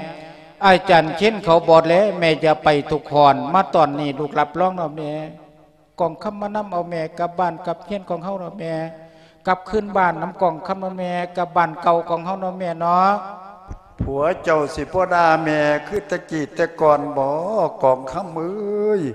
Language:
Lao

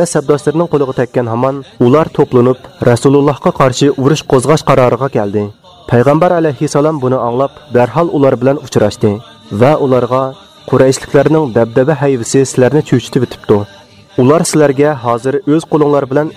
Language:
Uyghur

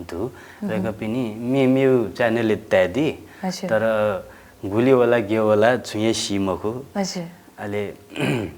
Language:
Newari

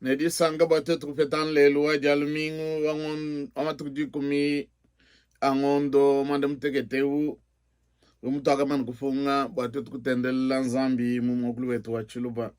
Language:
Luba-Lulua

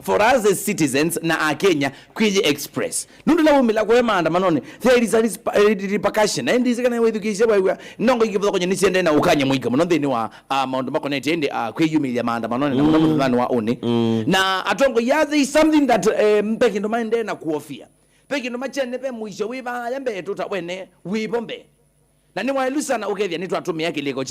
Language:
Kamba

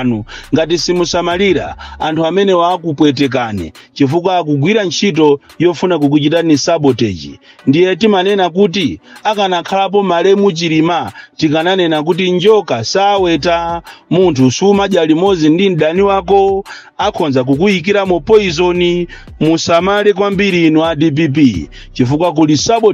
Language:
Nyanja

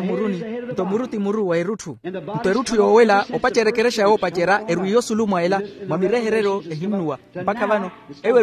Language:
Makhuwa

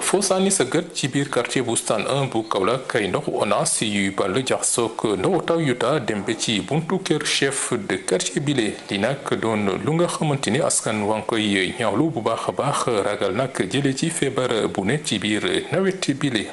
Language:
Wolof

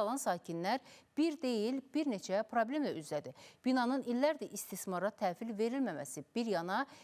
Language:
Azerbaijani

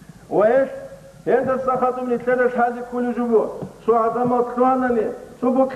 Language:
Avaric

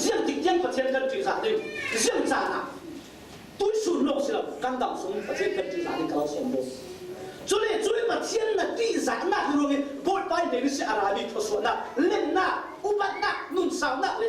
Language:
Falam Chin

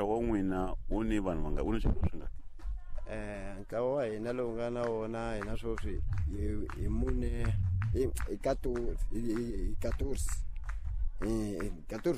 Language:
Tsonga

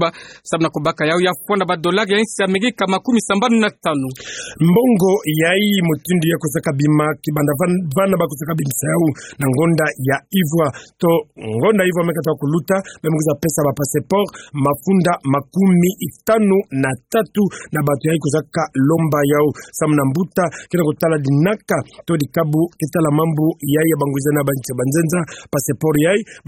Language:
Kituba (Democratic Republic of Congo)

